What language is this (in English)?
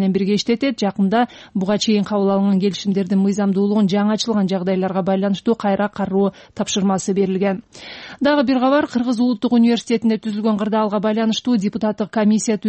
Kyrgyz